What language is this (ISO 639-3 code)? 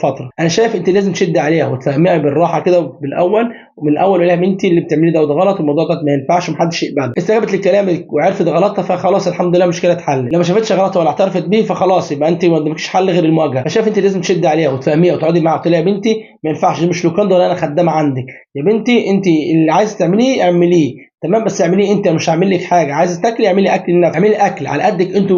arz